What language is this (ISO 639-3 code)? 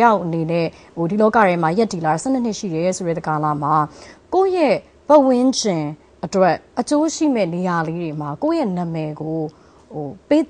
mya